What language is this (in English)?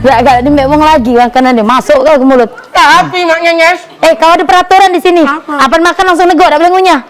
Musi